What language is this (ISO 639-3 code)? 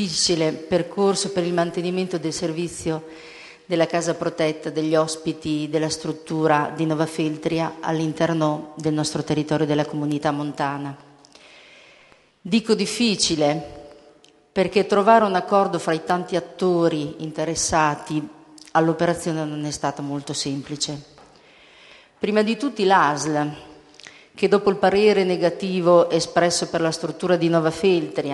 ita